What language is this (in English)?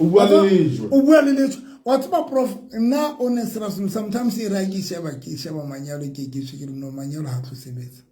Southern Sotho